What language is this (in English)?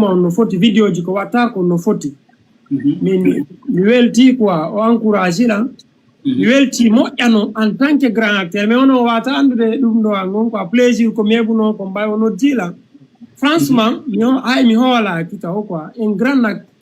Fula